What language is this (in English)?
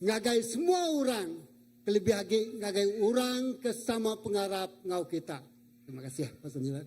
Iban